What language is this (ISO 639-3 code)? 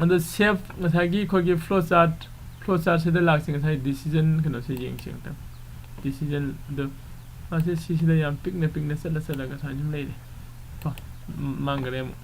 mni